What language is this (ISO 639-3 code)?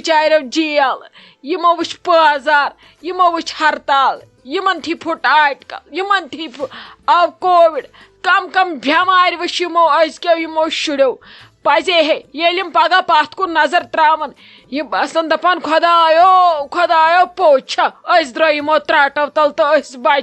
kas